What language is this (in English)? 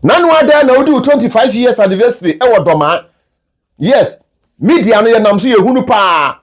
Akan